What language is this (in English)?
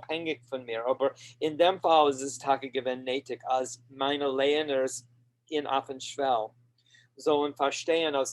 Yiddish